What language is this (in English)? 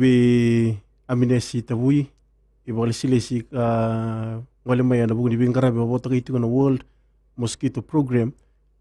Fijian